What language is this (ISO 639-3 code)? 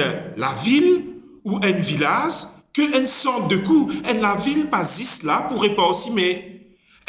mfe